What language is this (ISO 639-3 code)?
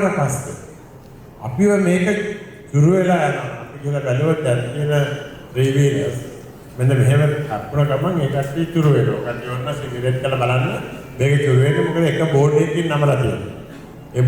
sin